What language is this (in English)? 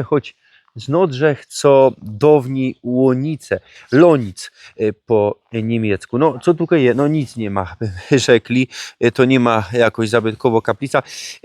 Silesian